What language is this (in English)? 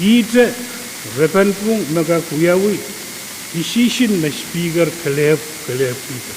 Pohnpeian